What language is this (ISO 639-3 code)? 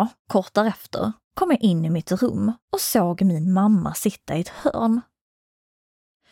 swe